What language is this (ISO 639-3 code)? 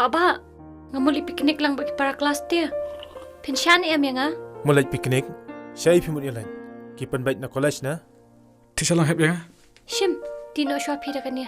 kha